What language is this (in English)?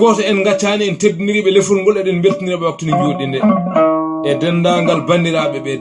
Fula